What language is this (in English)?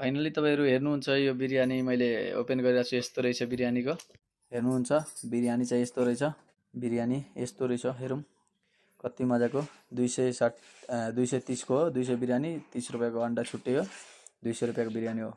Nepali